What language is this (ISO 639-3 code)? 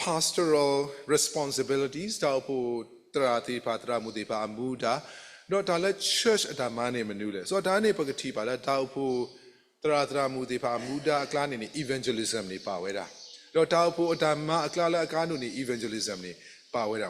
ksw